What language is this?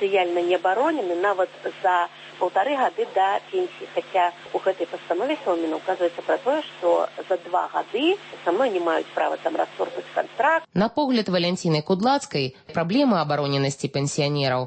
Belarusian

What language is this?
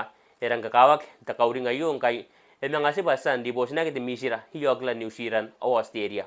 Gilbertese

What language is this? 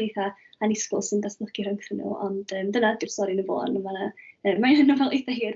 Welsh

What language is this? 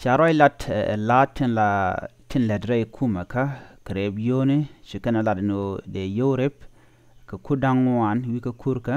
Nuer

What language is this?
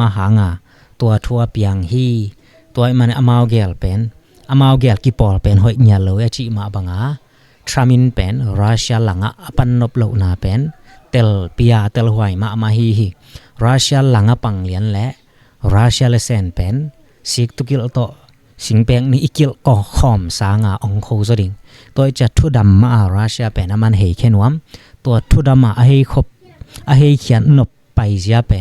Tedim Chin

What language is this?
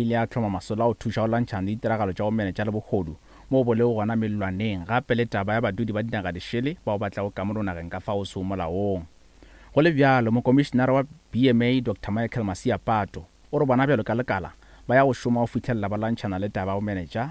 Northern Sotho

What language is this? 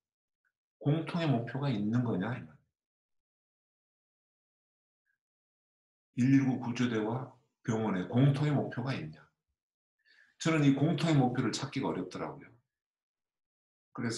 Korean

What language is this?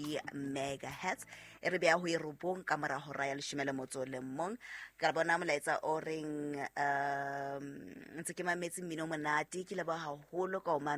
Southern Sotho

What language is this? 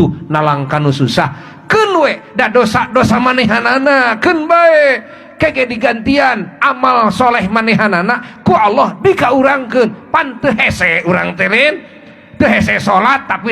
Sundanese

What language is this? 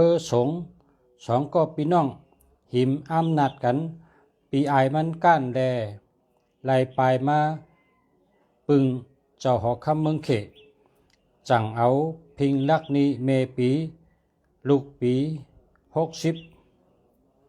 Shan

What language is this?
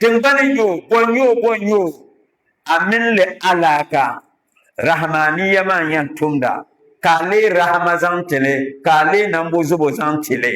Dagbani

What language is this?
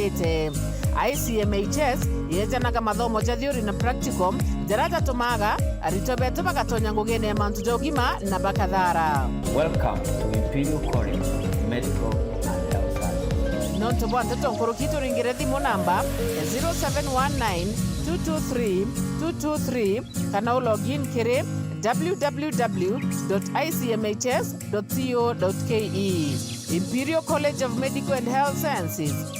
Meru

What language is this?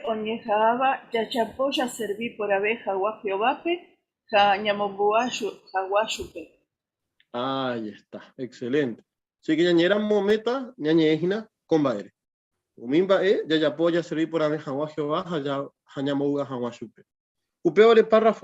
Guarani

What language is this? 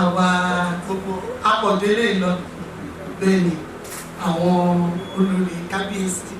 Yoruba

